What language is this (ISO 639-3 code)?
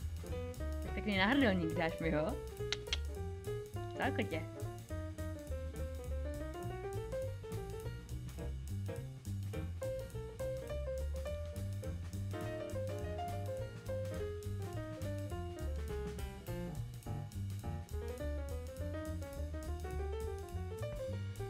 ces